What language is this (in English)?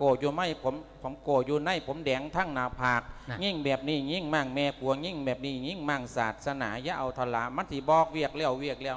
Lao